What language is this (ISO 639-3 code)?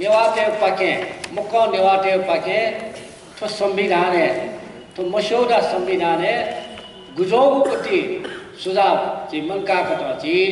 new